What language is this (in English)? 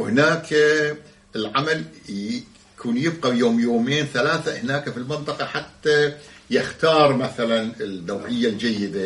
Arabic